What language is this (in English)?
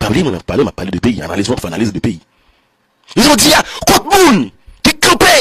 Haitian Creole